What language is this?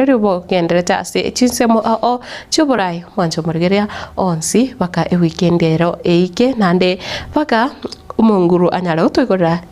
Gusii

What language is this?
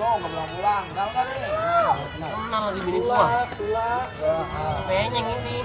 Betawi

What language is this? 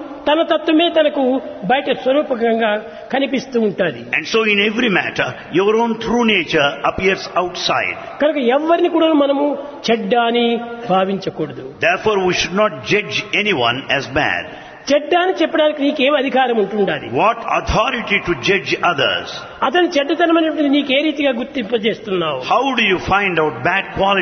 Telugu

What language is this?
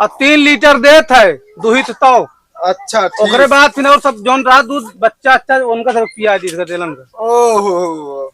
Awadhi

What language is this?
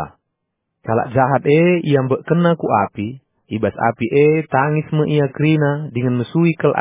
Batak Karo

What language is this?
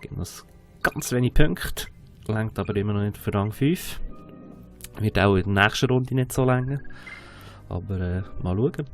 Swiss German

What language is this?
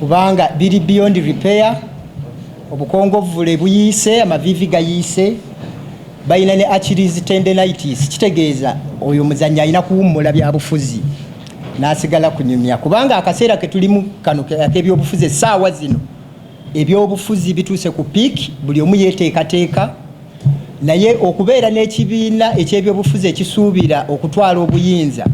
Ganda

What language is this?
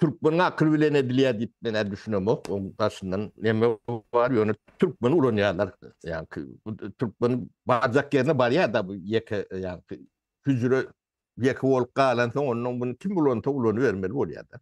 Turkmen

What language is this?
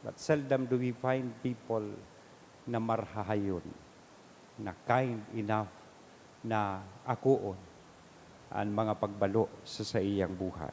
Bikol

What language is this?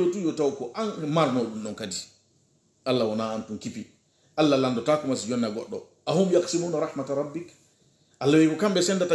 Pular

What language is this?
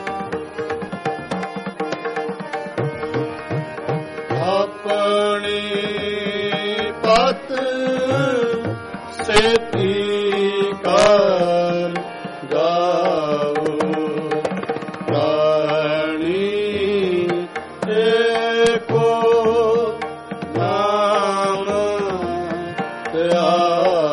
Punjabi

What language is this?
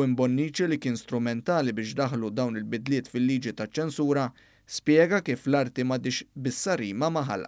Maltese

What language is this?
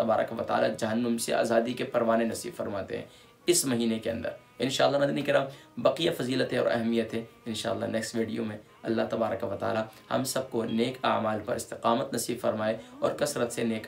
Urdu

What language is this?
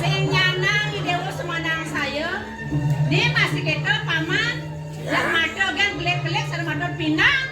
Balinese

